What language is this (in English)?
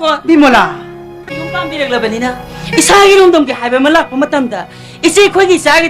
Manipuri